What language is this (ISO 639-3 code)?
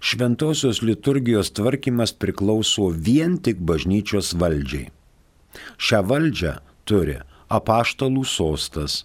lit